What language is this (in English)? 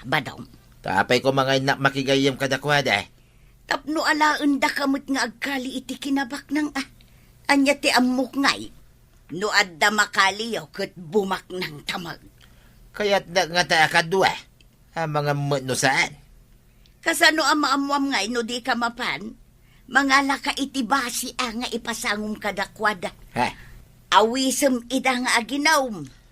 Iloko